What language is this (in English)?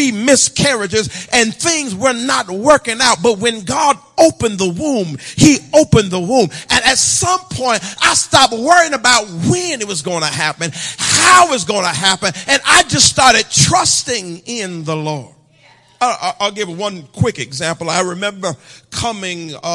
English